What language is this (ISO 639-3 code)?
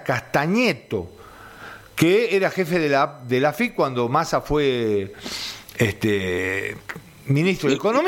spa